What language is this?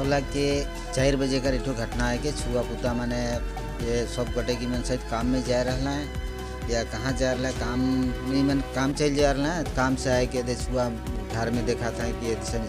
Sadri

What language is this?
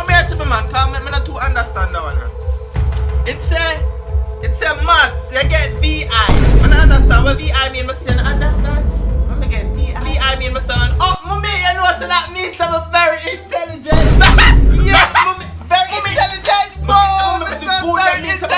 Jamaican Creole English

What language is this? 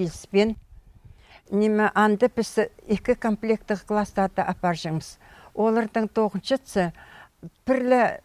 Khakas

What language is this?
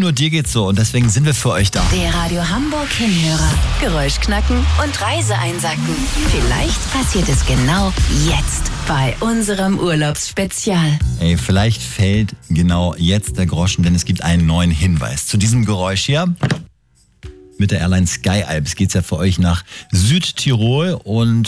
German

